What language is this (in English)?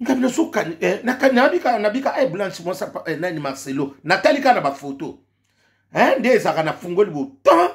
Lingala